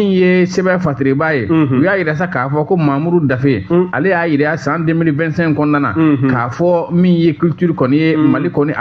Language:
Bambara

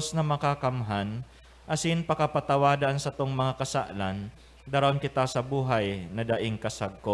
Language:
Bikol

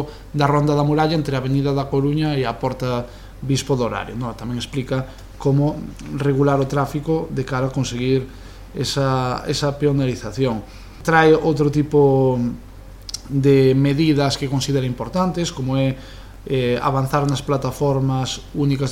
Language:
Galician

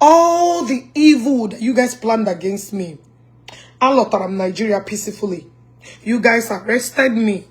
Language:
Igbo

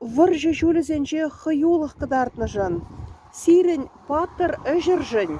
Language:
Chuvash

